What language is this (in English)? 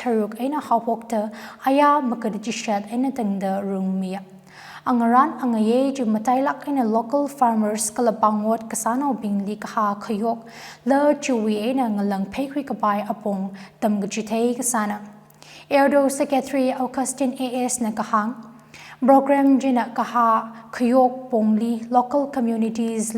Tangkhul Naga (India)